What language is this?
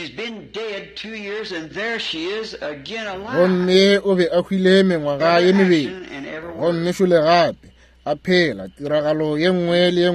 Northern Sotho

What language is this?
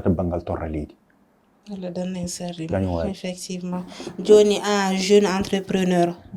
Fula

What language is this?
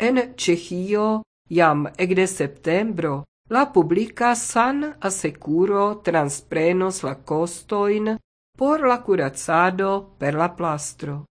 Esperanto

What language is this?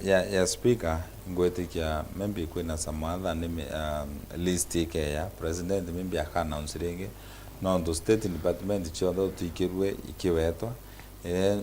Meru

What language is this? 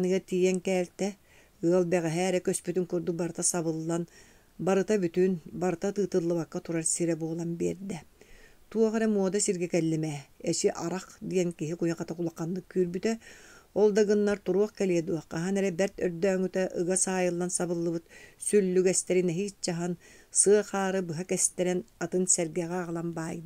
Yakut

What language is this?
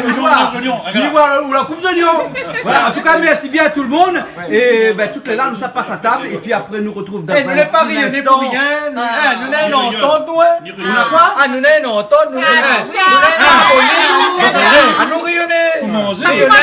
Réunion Creole French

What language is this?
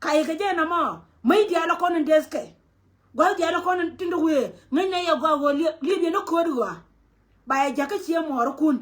Nuer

